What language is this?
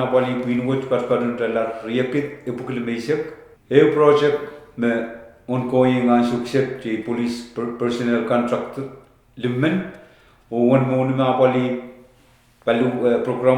Pohnpeian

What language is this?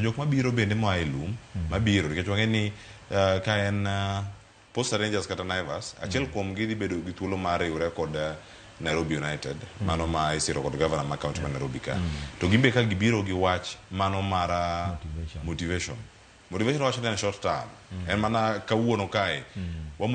Luo (Kenya and Tanzania)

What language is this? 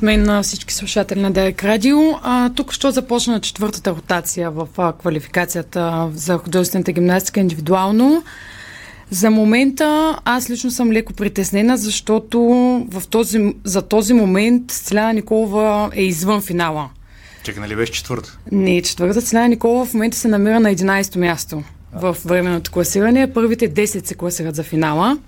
Bulgarian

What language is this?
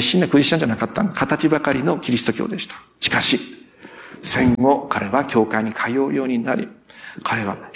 Japanese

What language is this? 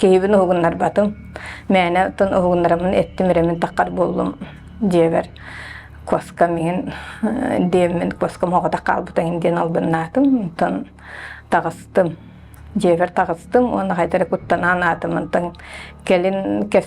Yakut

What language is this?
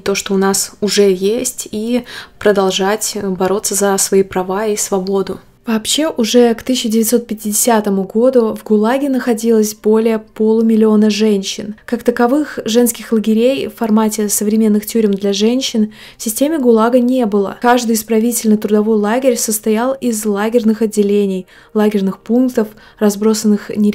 Russian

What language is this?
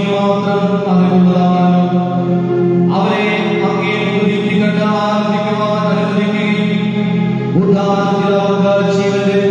Malayalam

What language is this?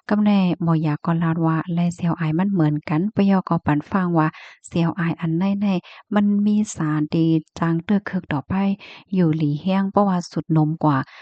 Shan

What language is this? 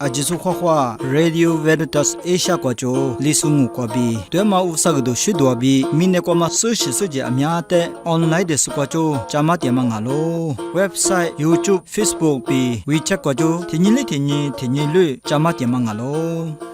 Lisu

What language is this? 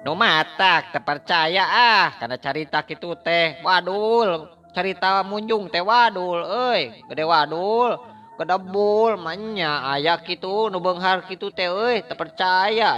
Sundanese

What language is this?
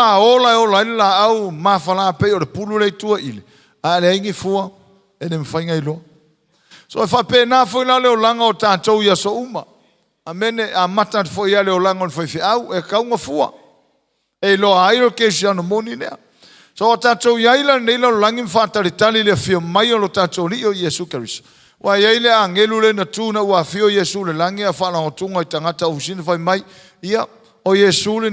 Samoan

